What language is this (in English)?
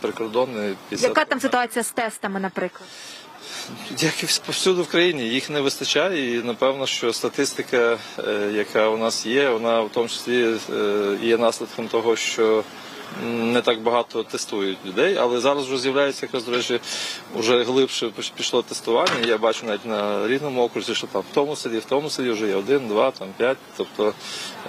Ukrainian